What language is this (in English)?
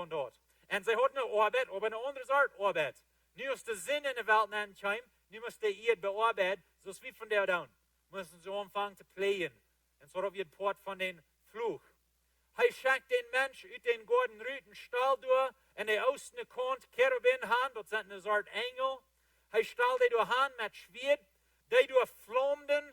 Plautdietsch